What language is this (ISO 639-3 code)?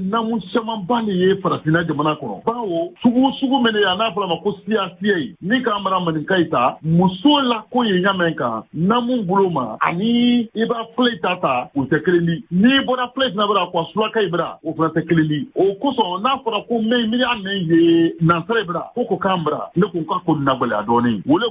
bam